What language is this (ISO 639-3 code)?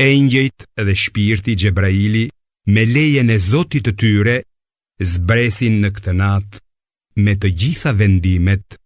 sqi